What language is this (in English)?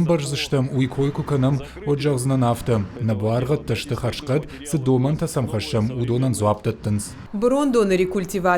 Ossetic